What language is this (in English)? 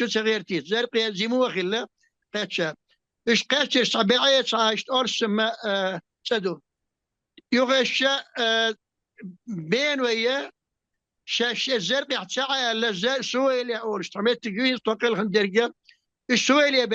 Chechen